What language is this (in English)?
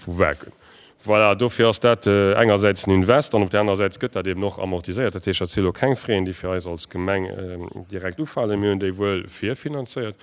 Luxembourgish